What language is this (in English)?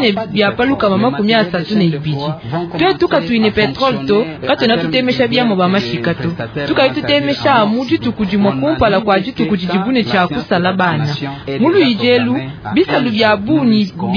Luba-Lulua